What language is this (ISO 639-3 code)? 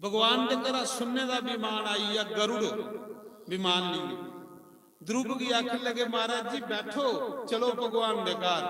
doi